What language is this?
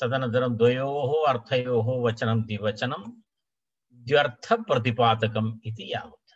Sanskrit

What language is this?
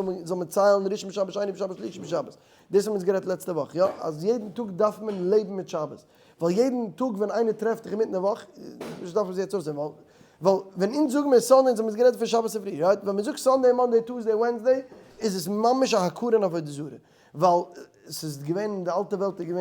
Yiddish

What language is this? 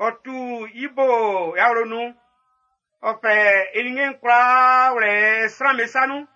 Baoulé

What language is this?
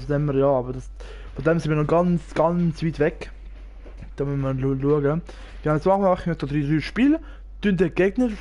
Swiss German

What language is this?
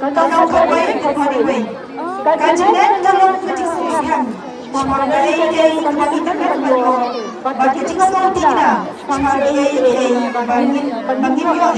Khasi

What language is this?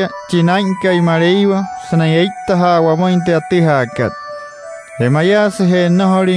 Wayuu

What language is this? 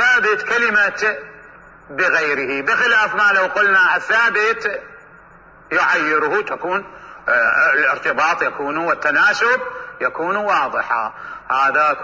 Mesopotamian Arabic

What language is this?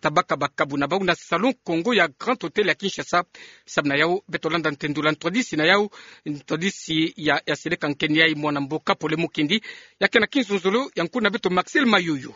Kituba (Democratic Republic of Congo)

